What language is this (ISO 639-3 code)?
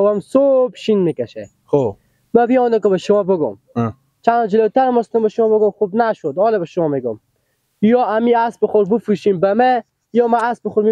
fas